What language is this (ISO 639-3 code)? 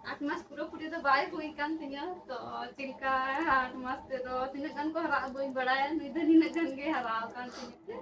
sat